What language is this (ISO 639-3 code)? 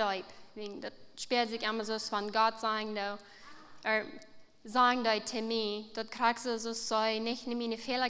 pdt